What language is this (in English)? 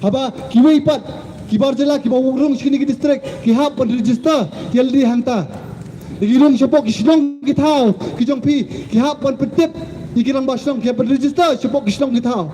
Khasi